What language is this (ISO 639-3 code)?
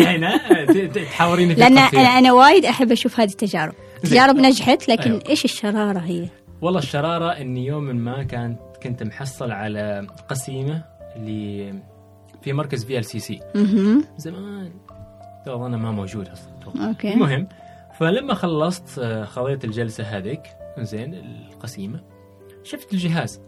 afb